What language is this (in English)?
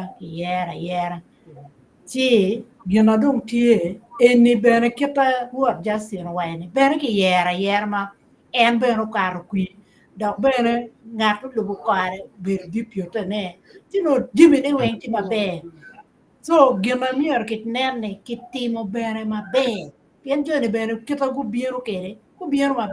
Acoli